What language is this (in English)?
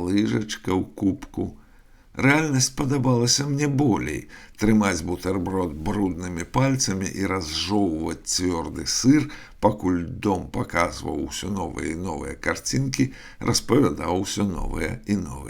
Belarusian